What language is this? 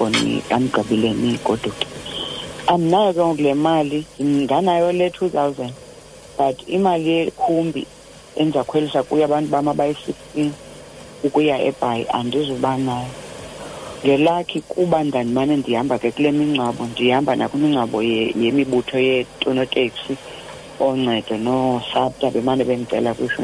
Xhosa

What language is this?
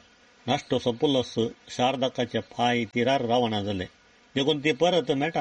Konkani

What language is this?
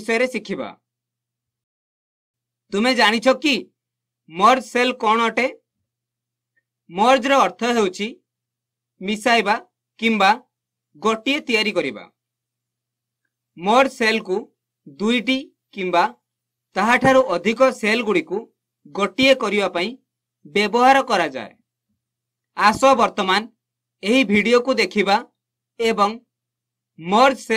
Odia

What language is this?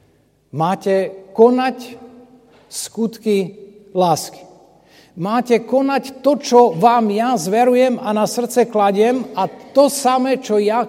Slovak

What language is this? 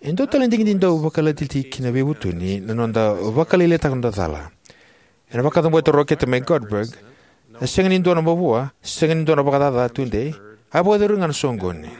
Fijian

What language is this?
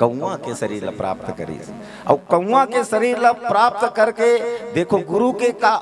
Chhattisgarhi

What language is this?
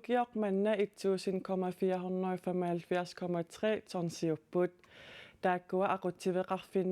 Kalaallisut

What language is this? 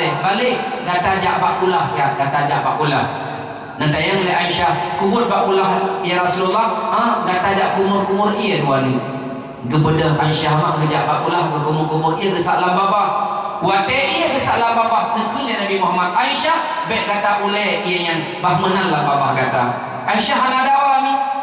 Achinese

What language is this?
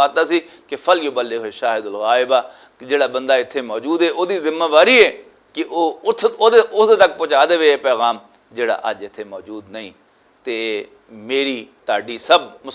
Western Panjabi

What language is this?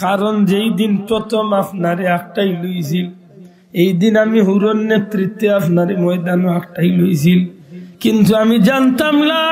Sylheti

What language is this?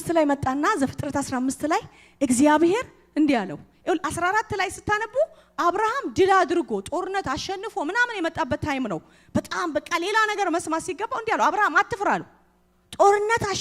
Amharic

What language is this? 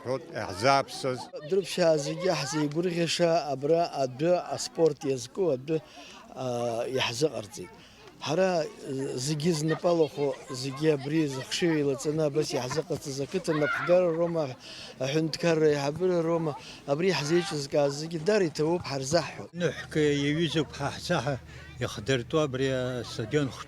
Abkhazian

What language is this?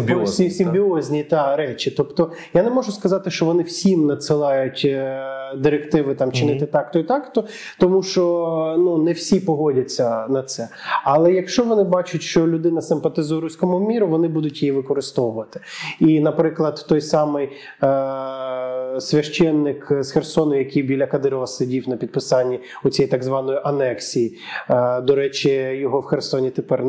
Ukrainian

